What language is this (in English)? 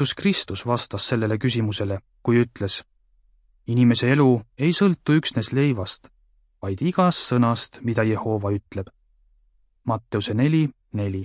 Estonian